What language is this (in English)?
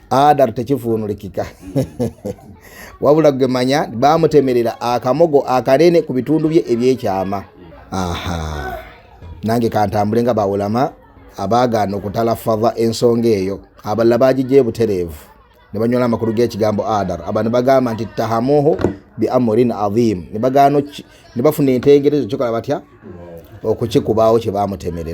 Ganda